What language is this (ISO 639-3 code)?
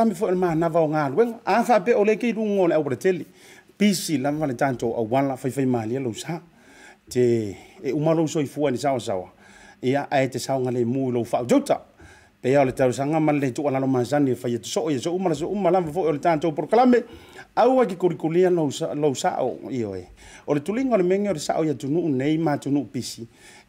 smo